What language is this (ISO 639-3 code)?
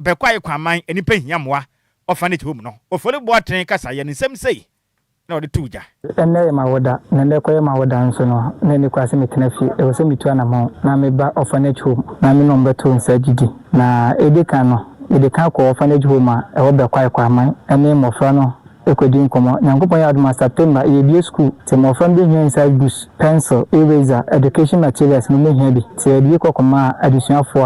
aka